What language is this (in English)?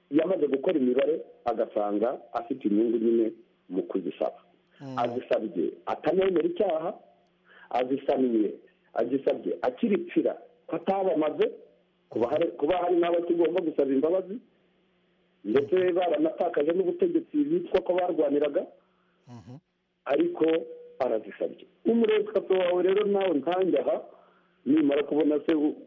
Kinyarwanda